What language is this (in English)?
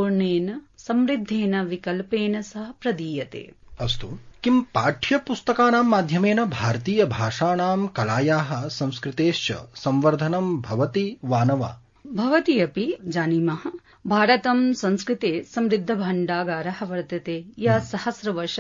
Sanskrit